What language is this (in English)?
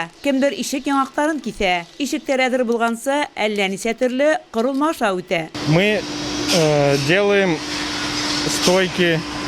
Bashkir